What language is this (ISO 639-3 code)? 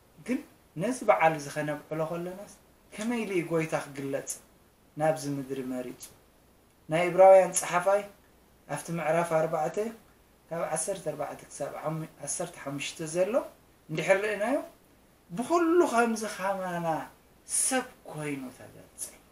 tir